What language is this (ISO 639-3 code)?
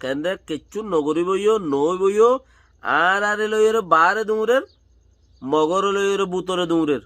rhg